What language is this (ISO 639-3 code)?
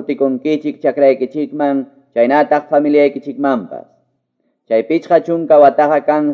que